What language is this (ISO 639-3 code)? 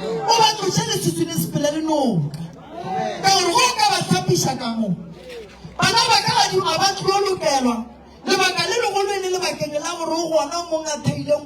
nso